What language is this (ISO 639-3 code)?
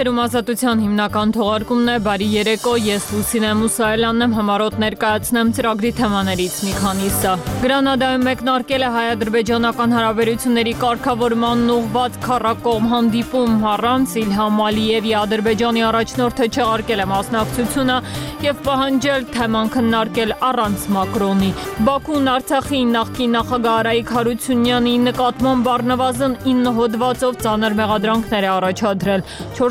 hye